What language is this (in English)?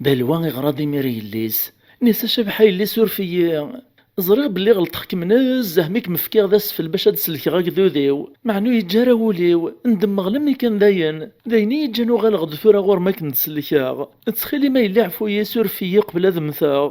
Kabyle